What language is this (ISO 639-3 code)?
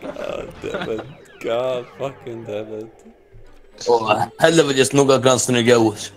fao